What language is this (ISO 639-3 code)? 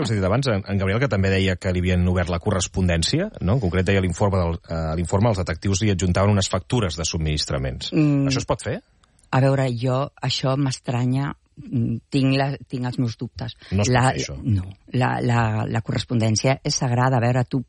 cat